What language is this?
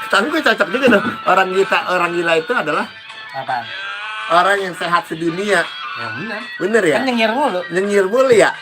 Betawi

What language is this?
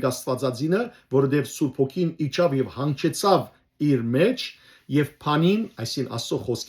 Western Armenian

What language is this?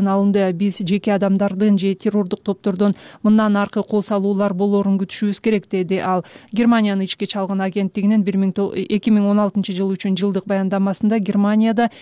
Kyrgyz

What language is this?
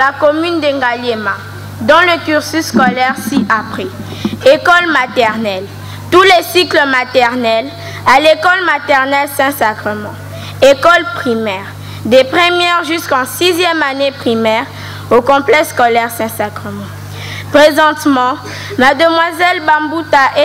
French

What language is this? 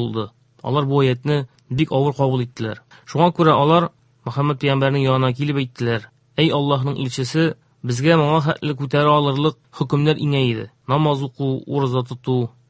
Tatar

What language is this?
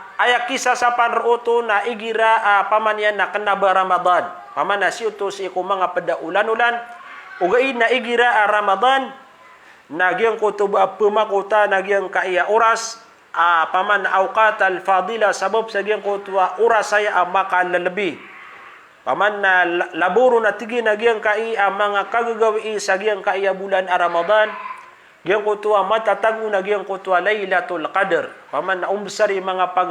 Maranao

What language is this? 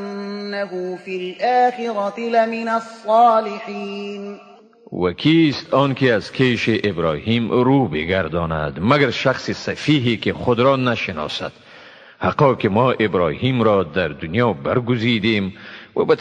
Tajik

